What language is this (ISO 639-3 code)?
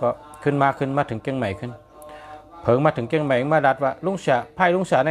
shn